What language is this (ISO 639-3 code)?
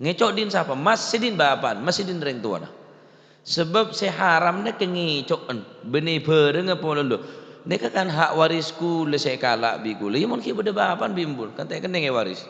mad